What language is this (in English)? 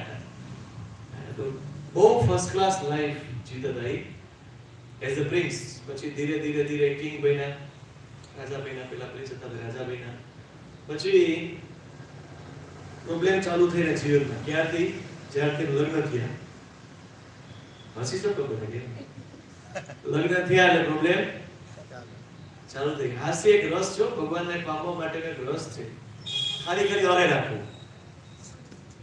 Gujarati